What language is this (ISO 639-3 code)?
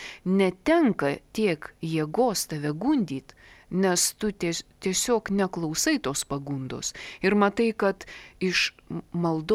lit